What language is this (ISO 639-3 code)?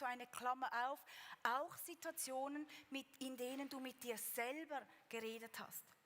gsw